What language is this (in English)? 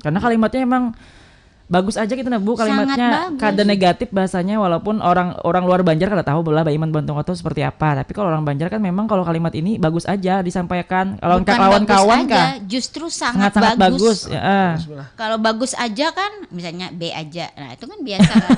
Banjar